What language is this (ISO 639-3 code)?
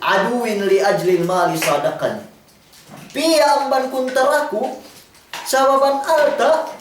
yka